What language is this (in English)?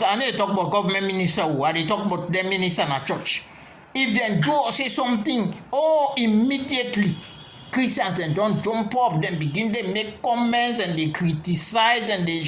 Krio